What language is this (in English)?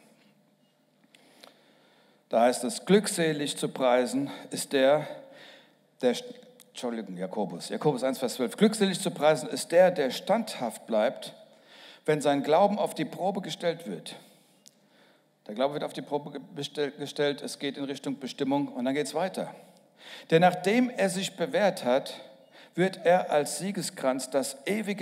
German